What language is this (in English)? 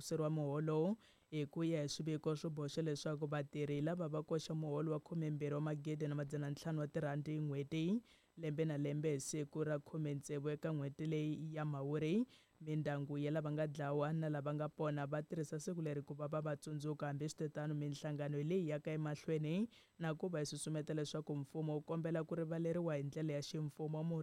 Tsonga